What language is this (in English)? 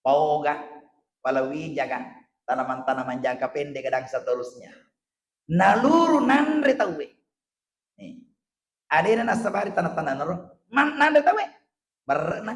Buginese